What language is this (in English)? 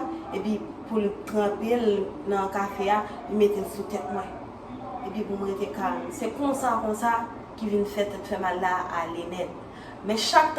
Haitian Creole